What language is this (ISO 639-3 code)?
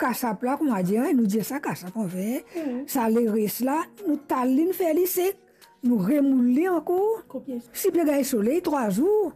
mfe